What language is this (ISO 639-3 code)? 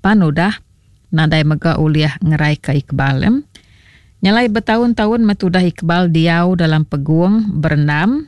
iba